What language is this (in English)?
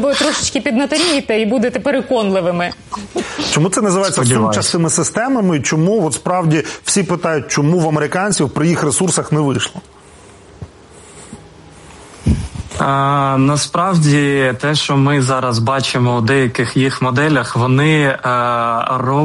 Ukrainian